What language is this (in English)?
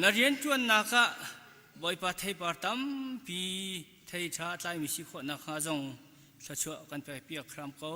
Hakha Chin